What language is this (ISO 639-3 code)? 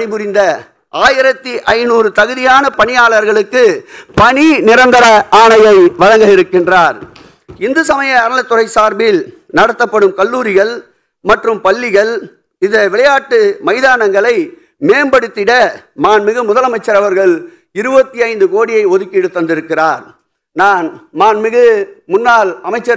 tam